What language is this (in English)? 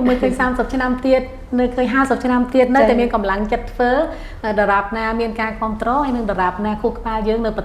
Khmer